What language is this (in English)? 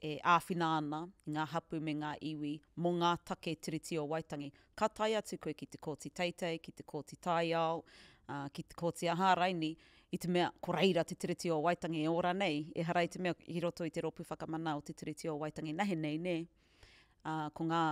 Māori